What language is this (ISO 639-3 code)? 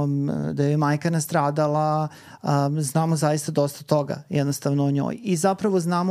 srp